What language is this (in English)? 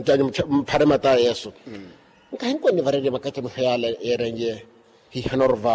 Makhuwa